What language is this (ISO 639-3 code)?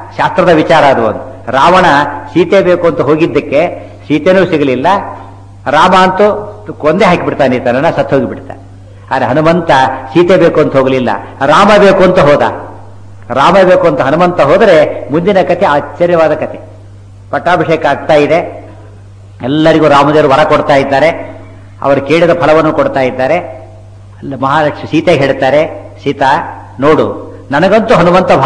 kan